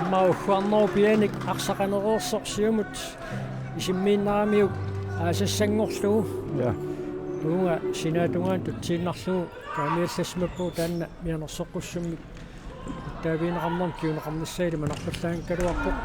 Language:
Kalaallisut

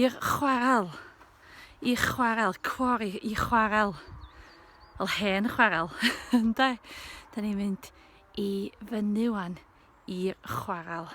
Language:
Welsh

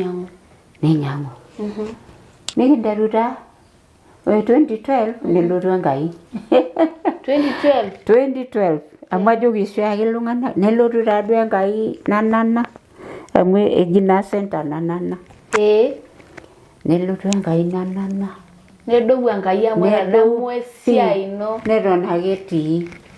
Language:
Masai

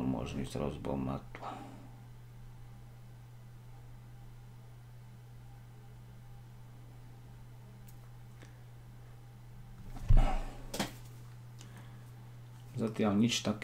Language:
Slovak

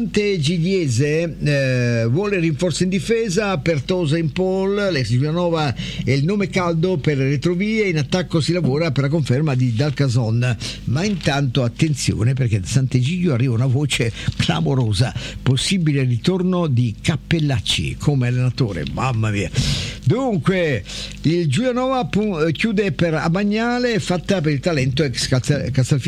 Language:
Italian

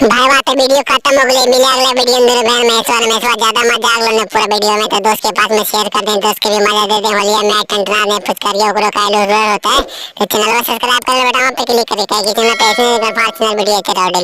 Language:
Magahi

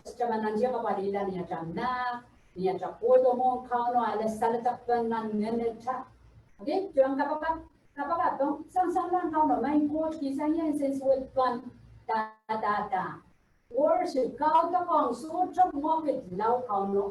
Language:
Pohnpeian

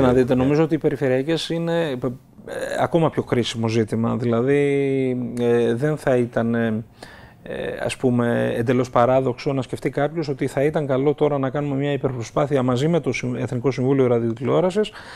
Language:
Greek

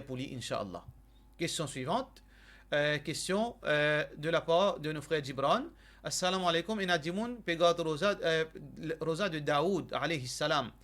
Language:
Morisyen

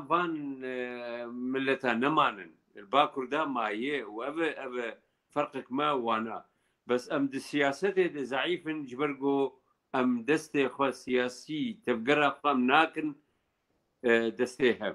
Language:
Kurdish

